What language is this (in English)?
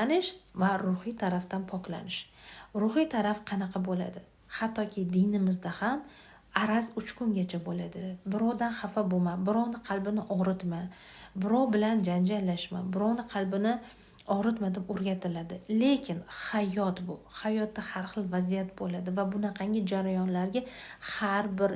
Uzbek